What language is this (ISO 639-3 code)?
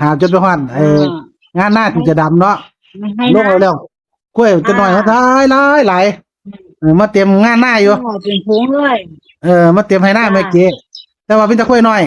tts